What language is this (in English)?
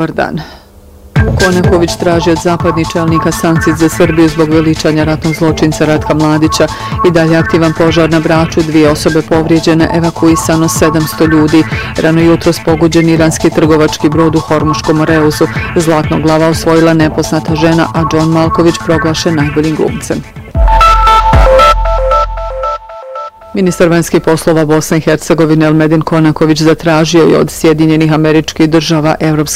Bosnian